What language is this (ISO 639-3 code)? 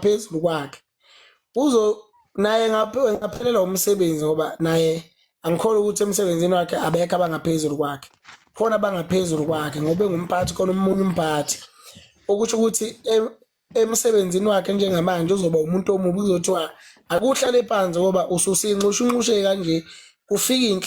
zul